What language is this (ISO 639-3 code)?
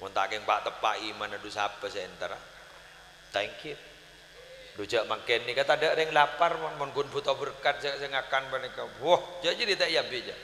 mad